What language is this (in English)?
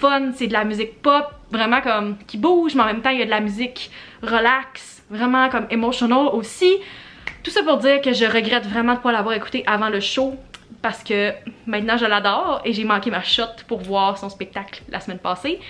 French